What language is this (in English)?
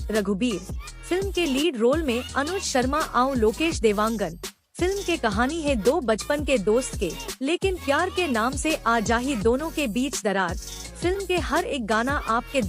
Chhattisgarhi